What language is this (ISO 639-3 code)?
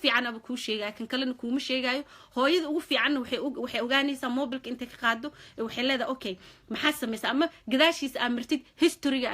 som